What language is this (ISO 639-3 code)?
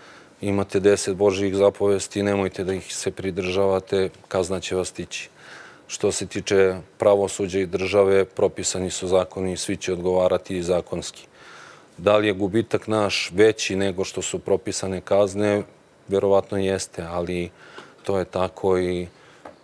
srp